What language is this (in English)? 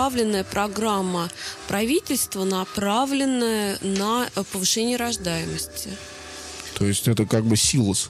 Russian